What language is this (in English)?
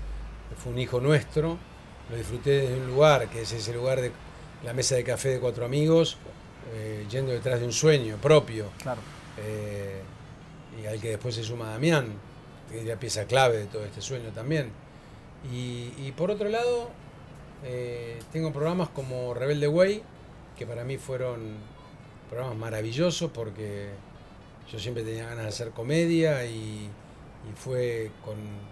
Spanish